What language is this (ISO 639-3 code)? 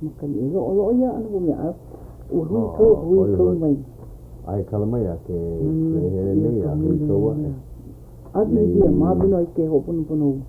haw